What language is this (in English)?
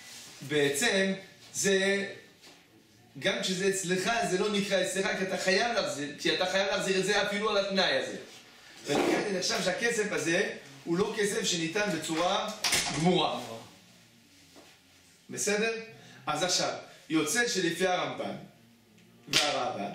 Hebrew